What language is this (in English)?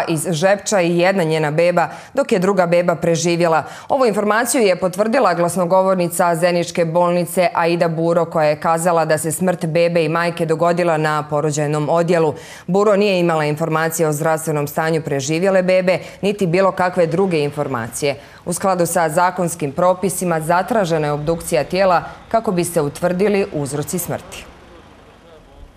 Bosnian